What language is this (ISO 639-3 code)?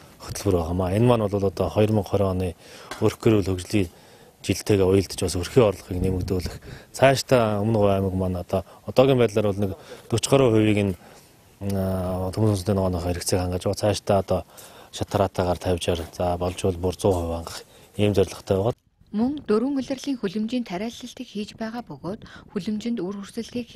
mon